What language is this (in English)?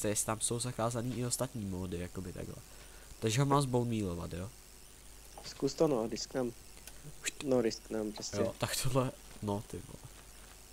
Czech